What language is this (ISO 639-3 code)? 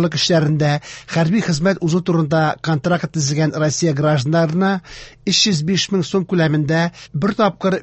tat